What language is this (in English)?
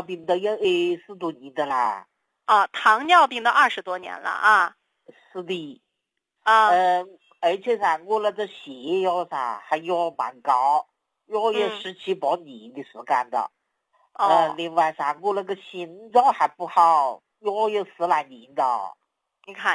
Chinese